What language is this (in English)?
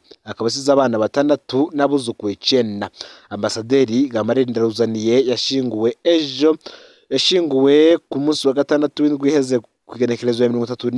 Rundi